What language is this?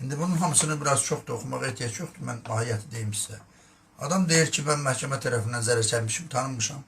Azerbaijani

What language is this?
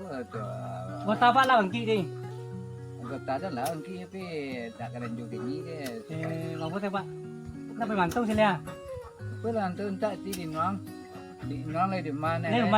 Minangkabau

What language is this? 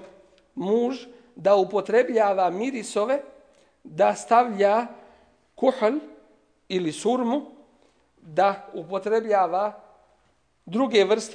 Bosnian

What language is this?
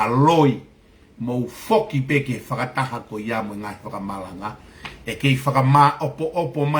Tongan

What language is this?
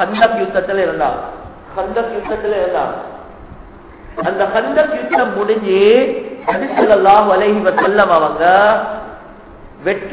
Tamil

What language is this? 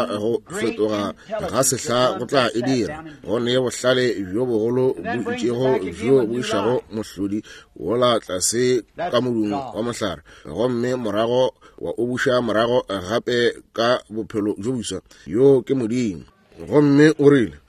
Northern Sotho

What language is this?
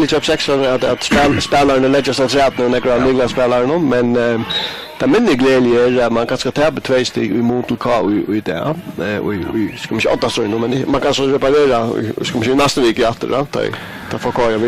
Faroese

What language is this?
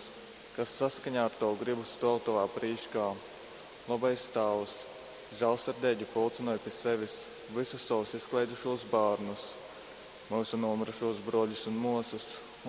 Latgalian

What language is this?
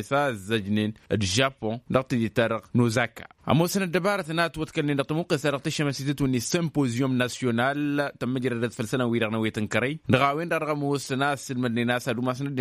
Tamasheq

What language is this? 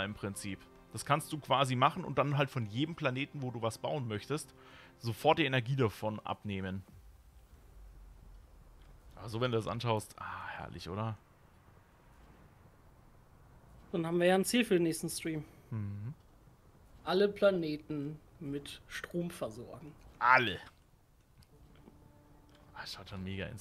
German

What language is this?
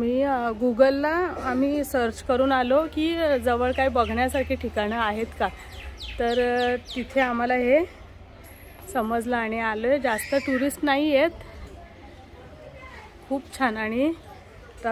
Marathi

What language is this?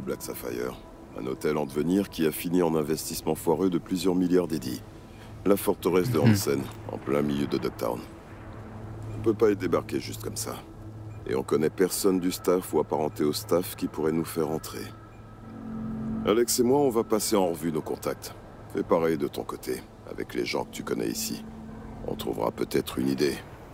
French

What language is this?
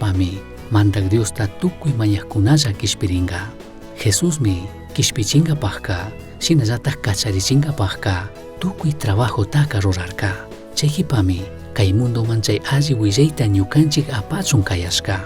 Chimborazo Highland Quichua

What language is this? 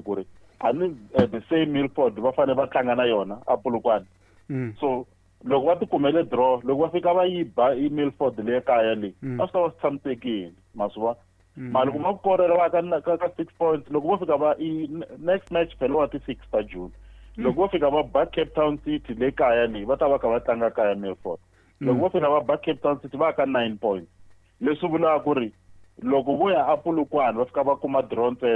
Tsonga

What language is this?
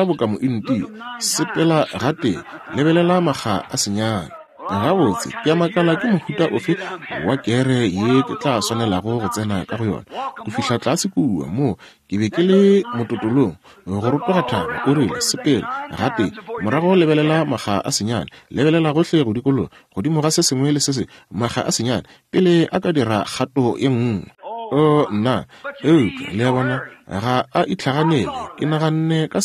Northern Sotho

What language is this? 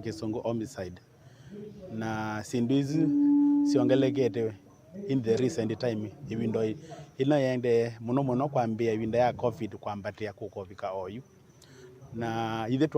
Kamba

